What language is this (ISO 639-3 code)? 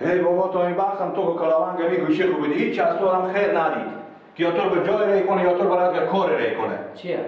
fas